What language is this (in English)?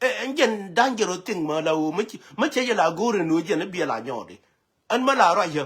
Nuer